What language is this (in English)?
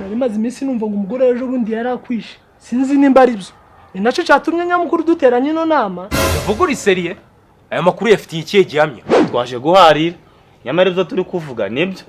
Kinyarwanda